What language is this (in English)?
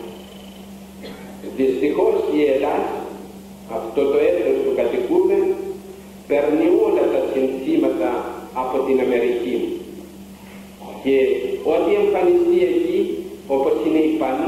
Greek